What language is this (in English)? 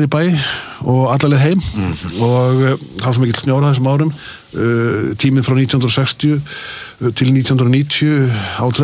Icelandic